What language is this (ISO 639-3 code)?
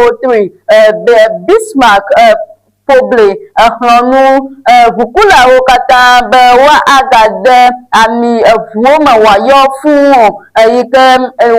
ewe